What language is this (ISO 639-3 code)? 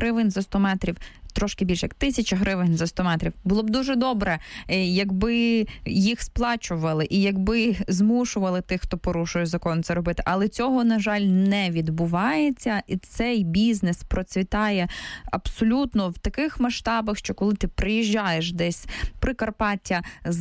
ukr